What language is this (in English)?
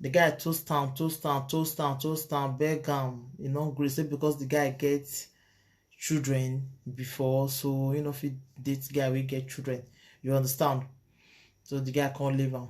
Nigerian Pidgin